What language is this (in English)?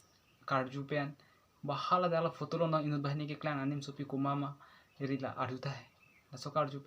Karbi